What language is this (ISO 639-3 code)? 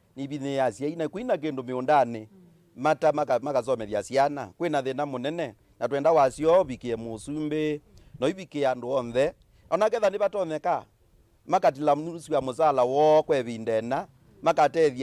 kam